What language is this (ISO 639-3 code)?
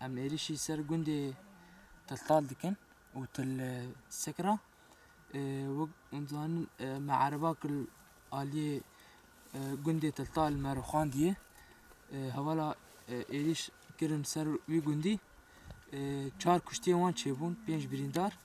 kur